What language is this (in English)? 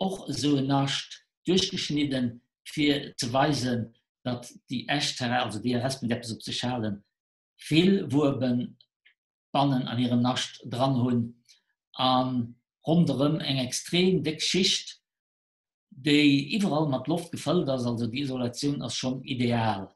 Luxembourgish